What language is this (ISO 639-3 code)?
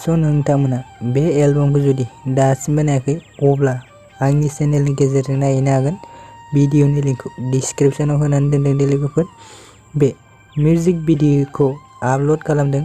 brx